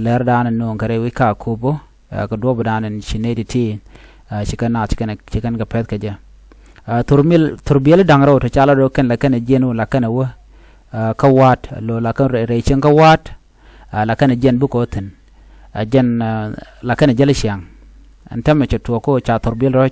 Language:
Nuer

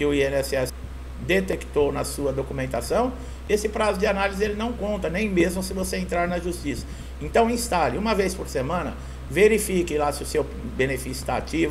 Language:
Portuguese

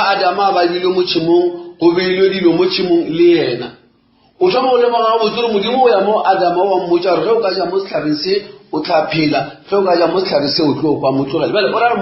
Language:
Northern Sotho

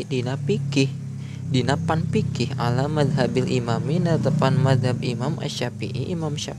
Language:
Sundanese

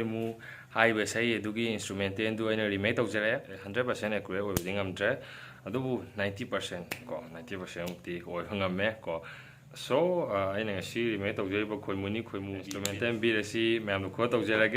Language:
Manipuri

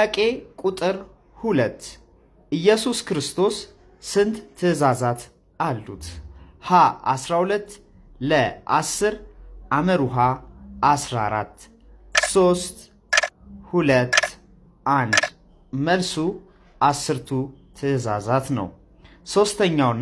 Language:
Amharic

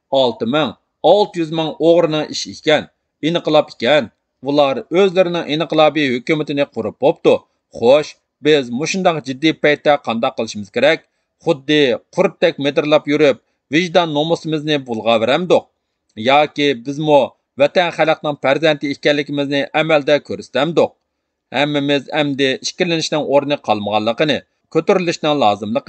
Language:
Uyghur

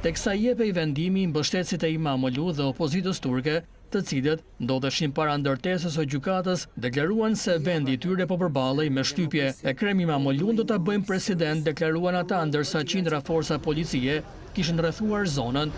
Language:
Albanian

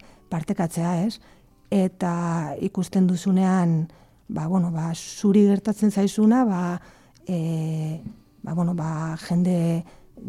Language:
Basque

